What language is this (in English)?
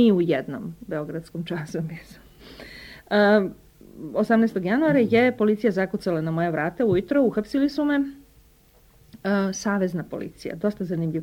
Serbian